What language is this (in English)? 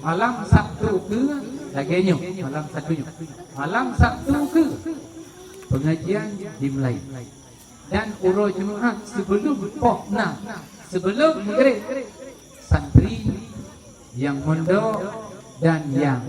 Achinese